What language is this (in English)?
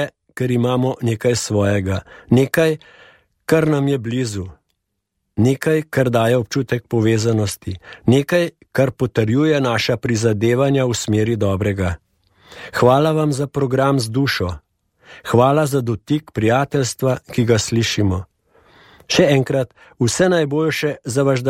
Slovenian